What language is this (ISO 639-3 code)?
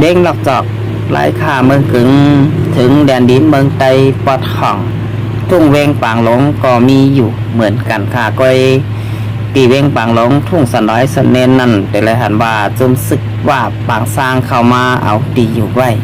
shn